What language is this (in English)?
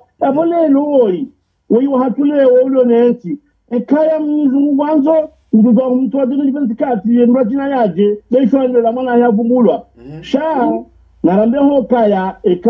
Swahili